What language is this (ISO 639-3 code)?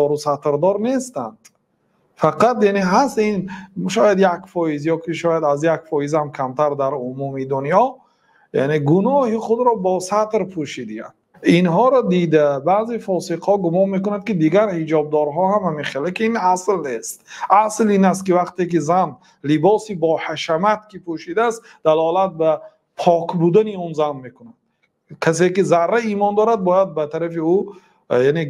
tgk